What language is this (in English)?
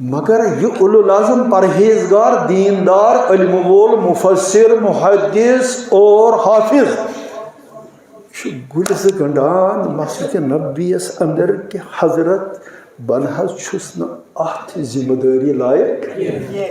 Kashmiri